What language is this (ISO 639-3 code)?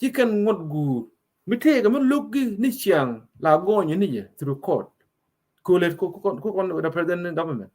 nus